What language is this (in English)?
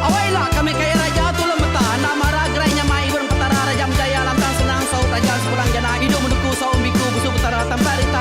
Iban